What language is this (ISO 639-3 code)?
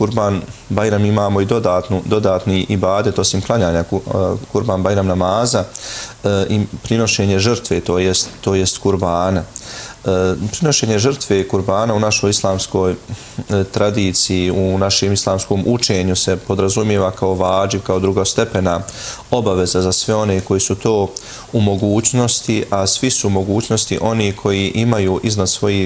bos